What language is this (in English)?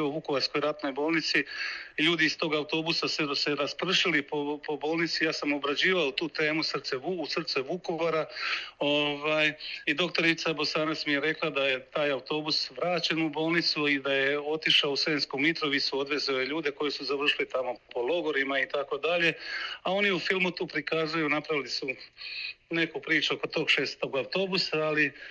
Croatian